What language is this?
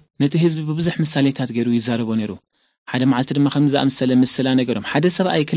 Tigrinya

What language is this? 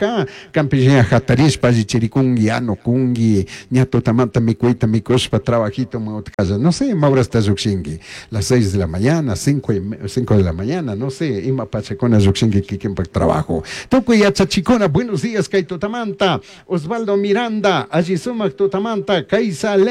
Chimborazo Highland Quichua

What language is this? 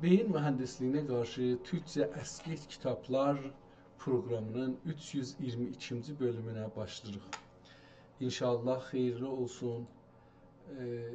South Azerbaijani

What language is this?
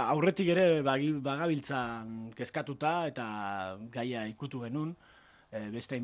Basque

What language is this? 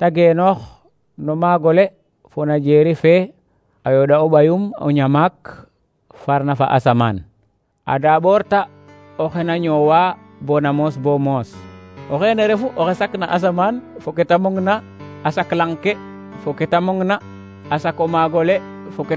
Serer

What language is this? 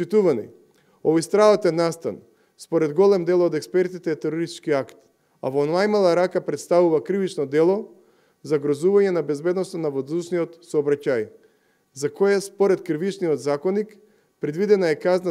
Macedonian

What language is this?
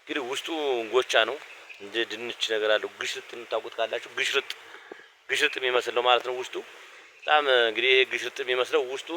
Amharic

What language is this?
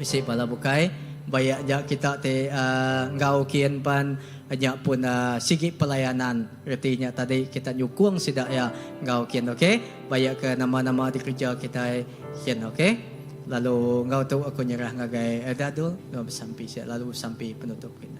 Iban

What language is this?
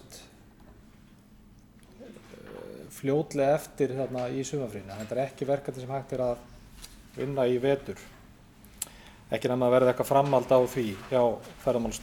Icelandic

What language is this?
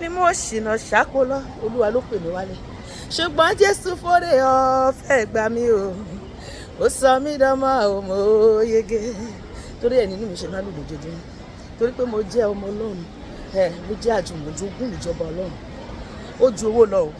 Yoruba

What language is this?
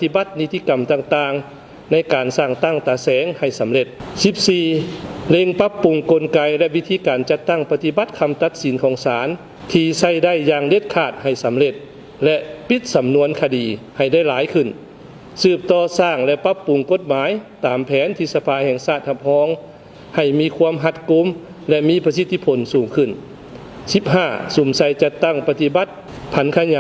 Lao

